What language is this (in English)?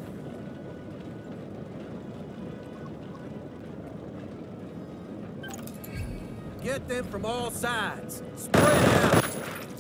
Hungarian